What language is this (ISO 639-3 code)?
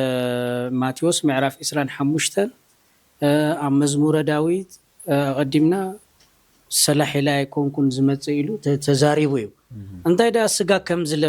tir